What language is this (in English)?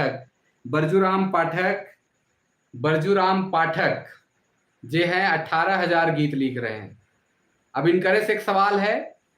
Sadri